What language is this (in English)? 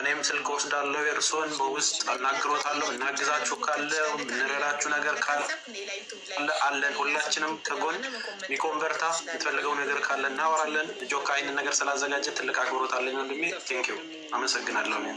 Amharic